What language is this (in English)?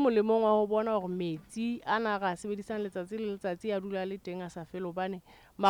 Southern Sotho